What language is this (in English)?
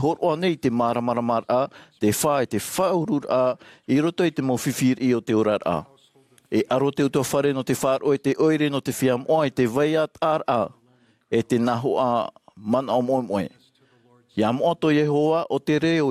Tahitian